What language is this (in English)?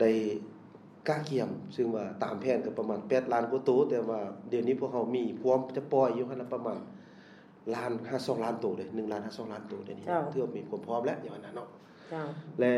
Lao